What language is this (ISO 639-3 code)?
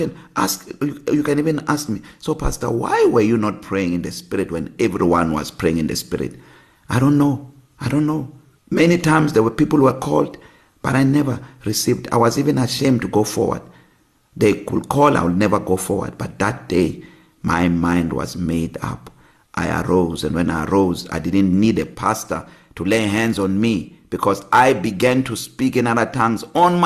eng